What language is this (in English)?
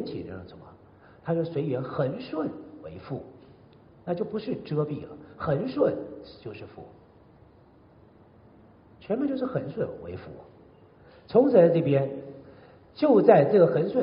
Chinese